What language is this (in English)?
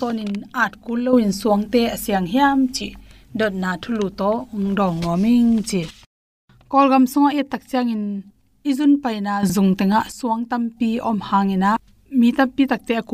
Tedim Chin